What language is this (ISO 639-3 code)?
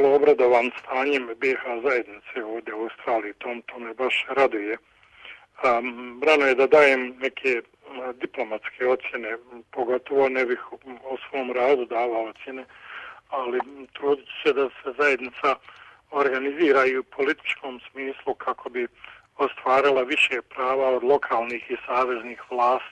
bos